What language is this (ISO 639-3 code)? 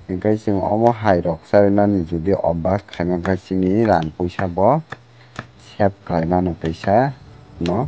trp